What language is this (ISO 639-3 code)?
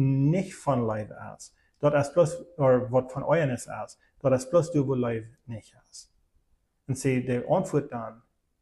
pdt